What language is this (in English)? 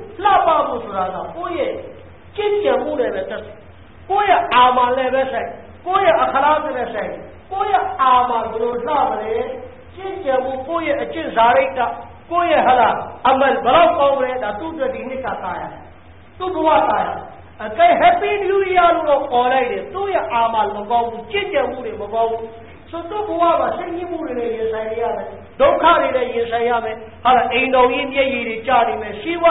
Burmese